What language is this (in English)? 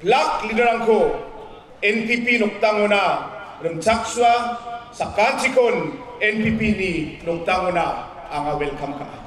Garo